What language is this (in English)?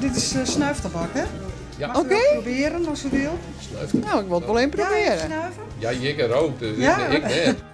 Western Frisian